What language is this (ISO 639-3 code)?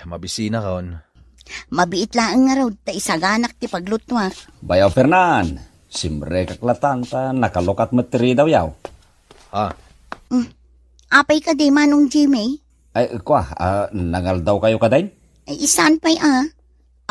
ilo